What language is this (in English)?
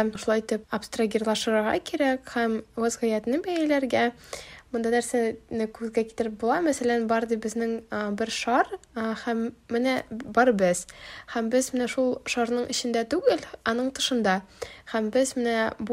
Tatar